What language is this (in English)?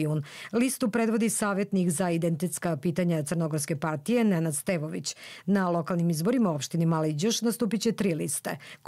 Serbian